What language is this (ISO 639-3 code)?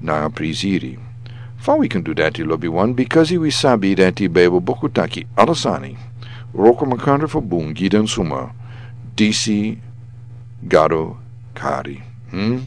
srn